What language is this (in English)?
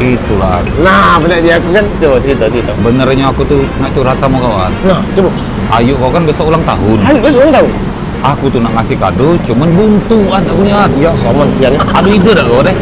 Musi